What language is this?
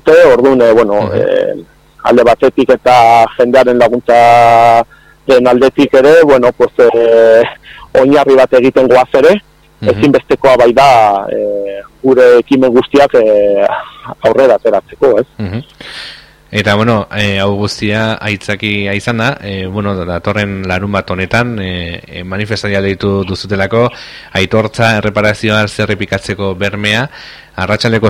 Basque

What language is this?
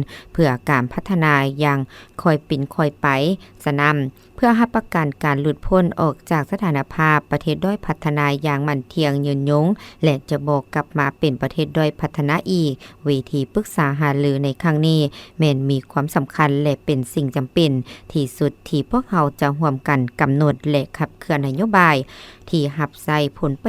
Lao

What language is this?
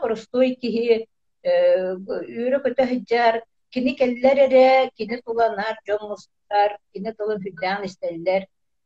Yakut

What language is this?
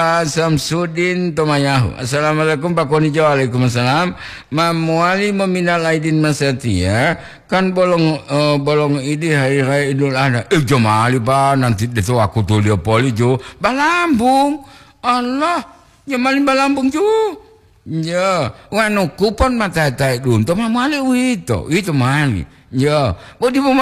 Gorontalo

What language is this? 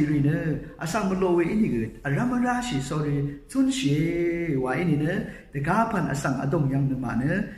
Rawang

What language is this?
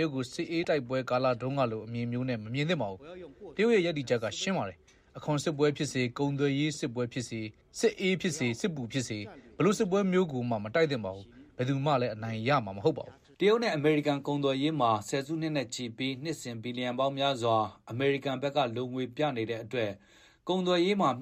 Burmese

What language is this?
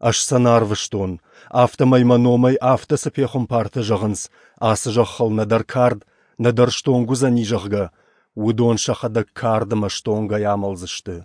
Ossetic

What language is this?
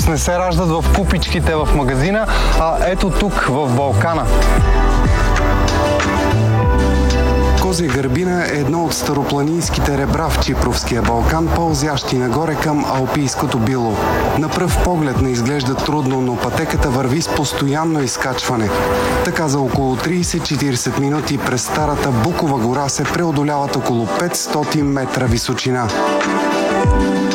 Bulgarian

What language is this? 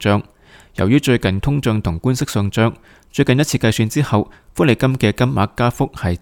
Cantonese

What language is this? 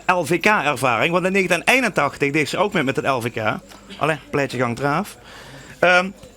Limburgish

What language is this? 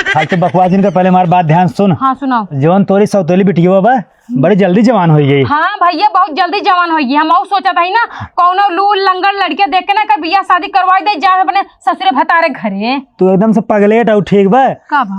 Awadhi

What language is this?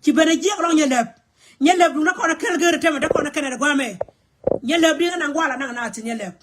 Nuer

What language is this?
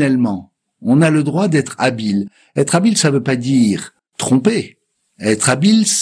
French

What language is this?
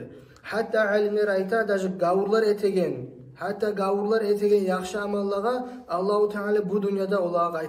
Kumyk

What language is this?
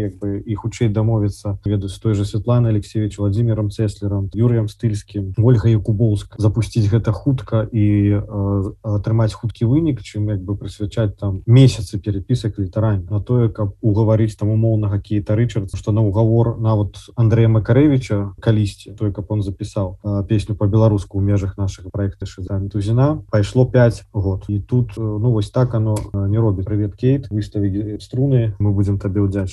Belarusian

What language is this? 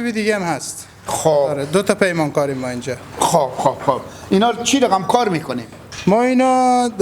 Hazaragi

